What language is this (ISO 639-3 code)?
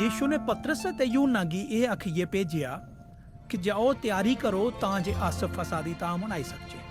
doi